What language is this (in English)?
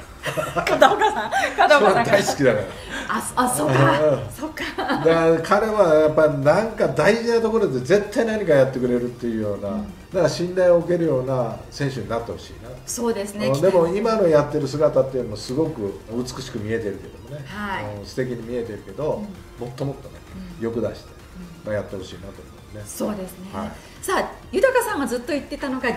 Japanese